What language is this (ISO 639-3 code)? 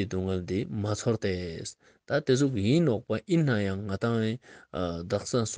lbj